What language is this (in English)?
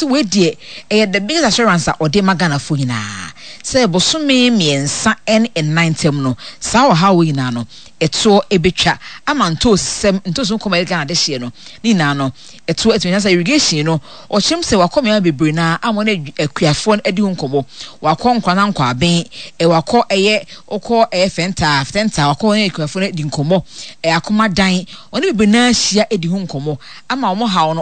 Akan